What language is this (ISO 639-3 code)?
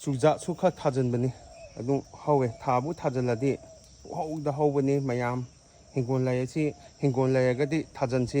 mni